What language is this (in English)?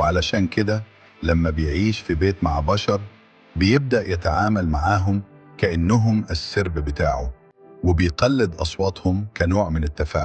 Egyptian Arabic